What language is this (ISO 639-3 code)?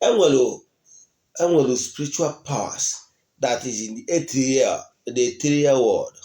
ibo